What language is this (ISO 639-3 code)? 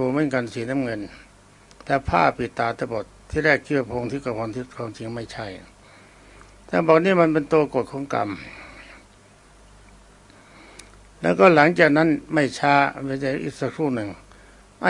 tha